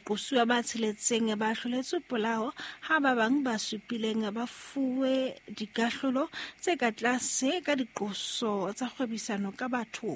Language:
Southern Sotho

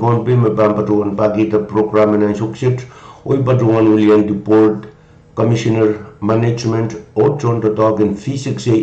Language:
Pohnpeian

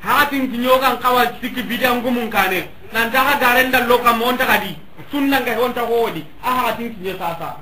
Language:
Soninke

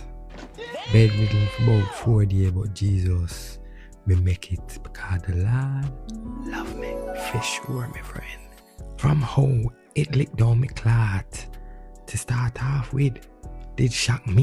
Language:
Jamaican Creole English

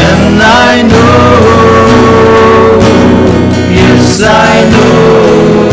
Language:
Tangkhul Naga (India)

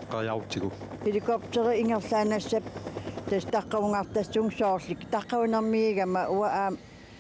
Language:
Kalaallisut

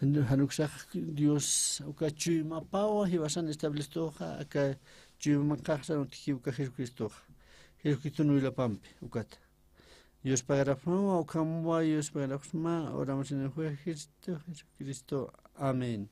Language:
Aymara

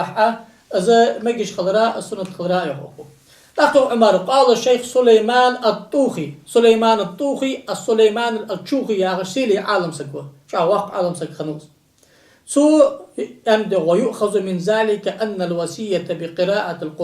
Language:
Ingush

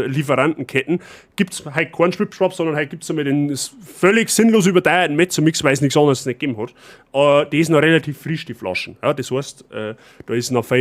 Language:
Bavarian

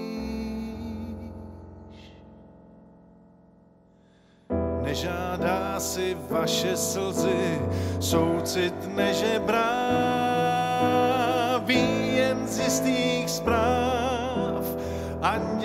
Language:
Czech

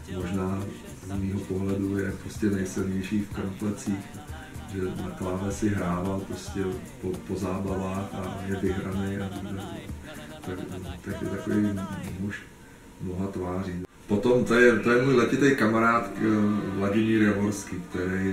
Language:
Czech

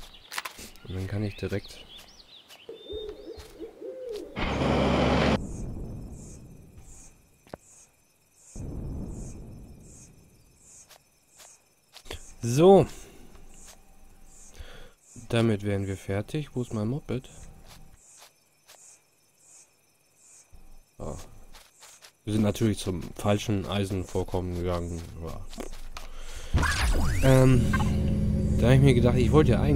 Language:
German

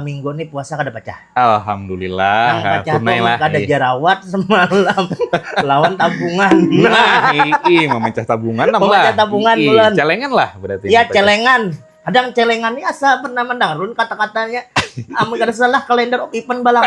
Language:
Banjar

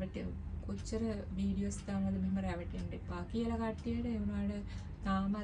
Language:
Sinhala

